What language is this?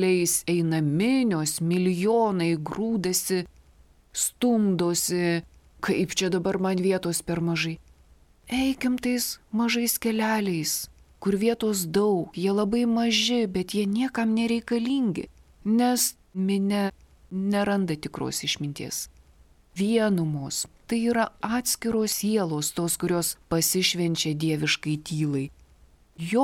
Lithuanian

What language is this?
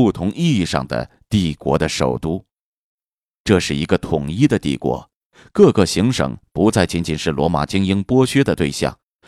Chinese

